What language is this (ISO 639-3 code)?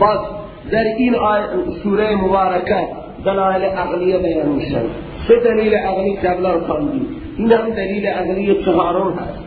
fas